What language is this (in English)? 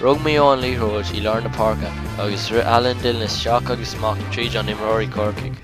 Irish